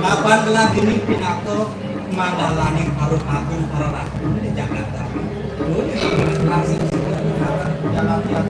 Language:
Balinese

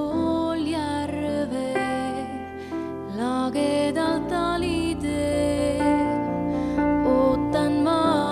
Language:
Estonian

